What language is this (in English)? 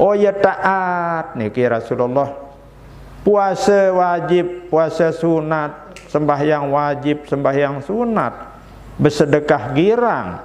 Sasak